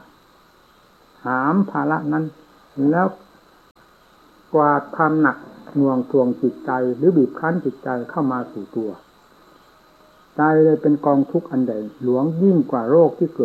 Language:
Thai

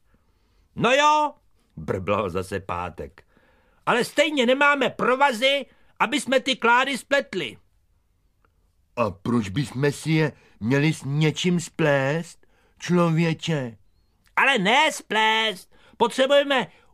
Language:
Czech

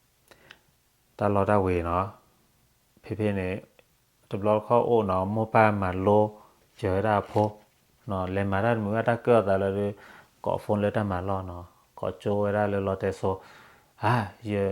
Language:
S'gaw Karen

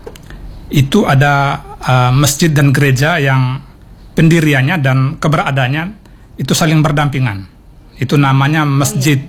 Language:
Indonesian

